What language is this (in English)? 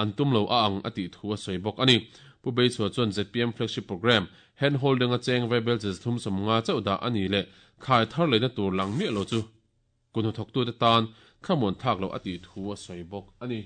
Mizo